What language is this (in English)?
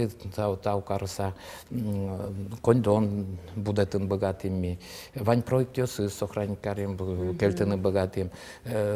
Udmurt